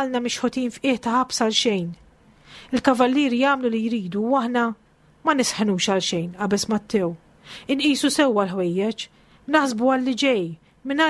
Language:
Maltese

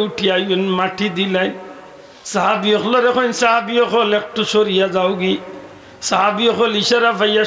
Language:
Sylheti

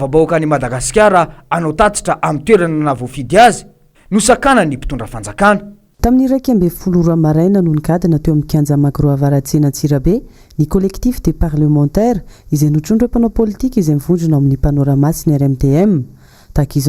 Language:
Malagasy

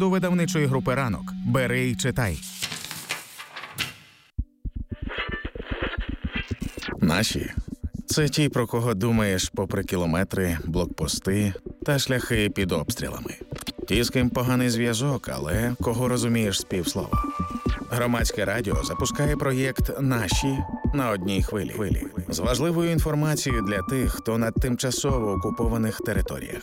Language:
Ukrainian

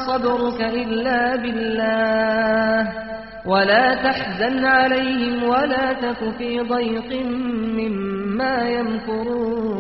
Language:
Kurdish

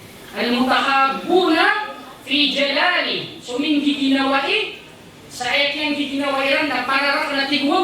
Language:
Maranao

